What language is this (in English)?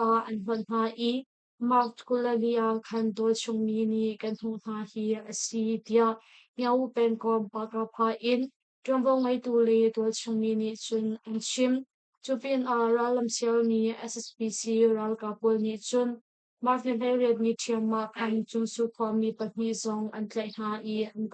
Hakha Chin